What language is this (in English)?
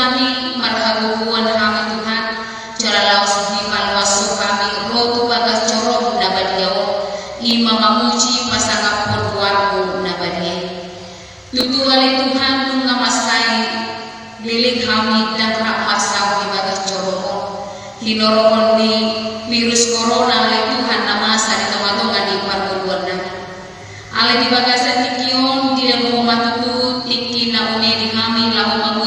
Batak Toba